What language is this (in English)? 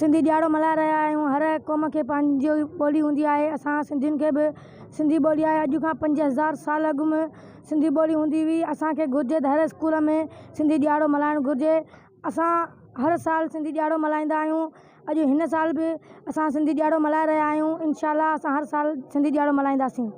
Sindhi